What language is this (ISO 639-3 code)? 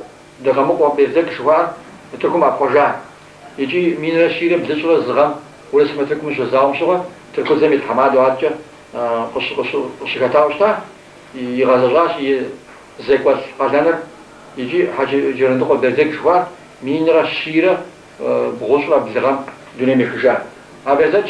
kbd